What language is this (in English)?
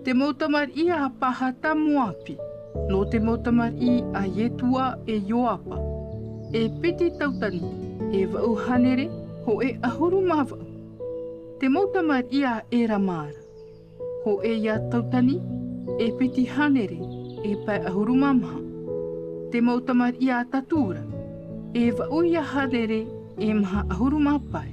Tahitian